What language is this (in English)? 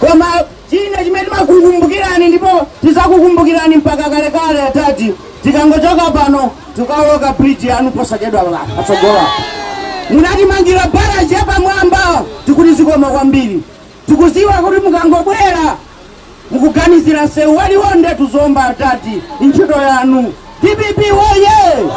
Nyanja